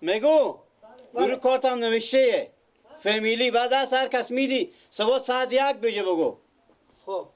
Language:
Persian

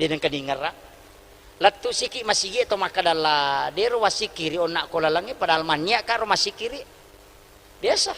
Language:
Buginese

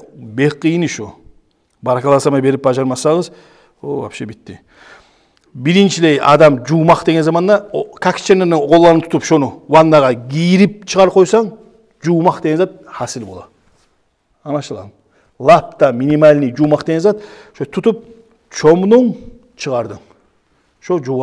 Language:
Kumyk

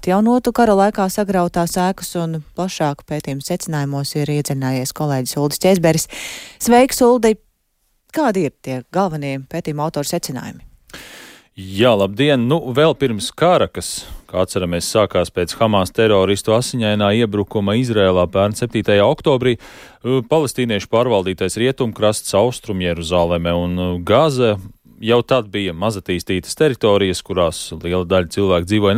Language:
Latvian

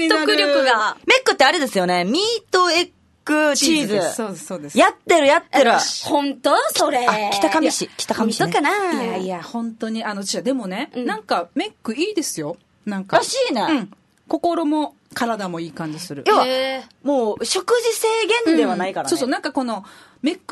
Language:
Japanese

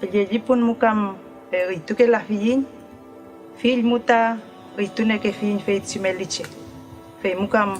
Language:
Mapuche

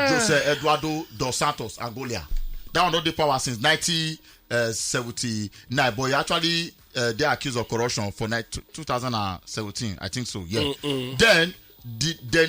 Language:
Nigerian Pidgin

